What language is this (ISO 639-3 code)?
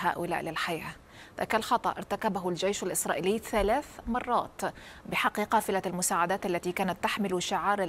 ara